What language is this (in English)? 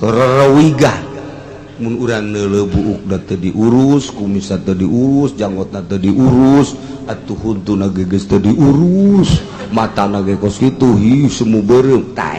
Sundanese